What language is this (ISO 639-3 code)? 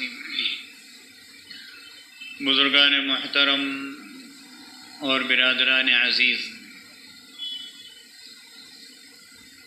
urd